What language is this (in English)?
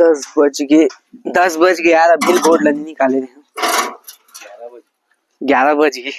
Chhattisgarhi